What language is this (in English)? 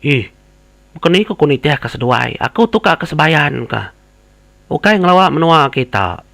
Iban